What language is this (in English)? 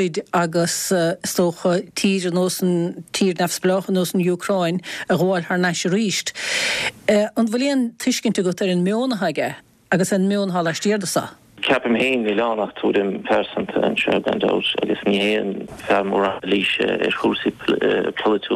Irish